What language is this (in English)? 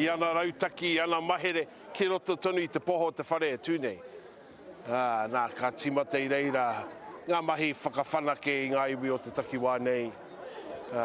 Māori